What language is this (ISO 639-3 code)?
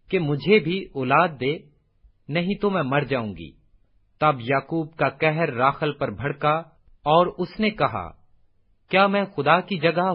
urd